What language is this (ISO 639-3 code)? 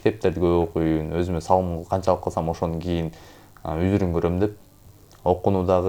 kir